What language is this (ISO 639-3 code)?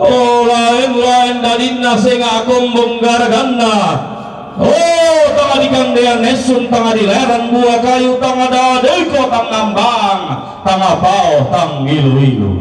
sda